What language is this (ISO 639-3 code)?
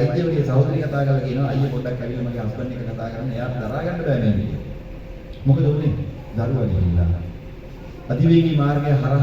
sin